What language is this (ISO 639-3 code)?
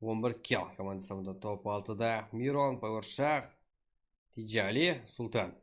kaa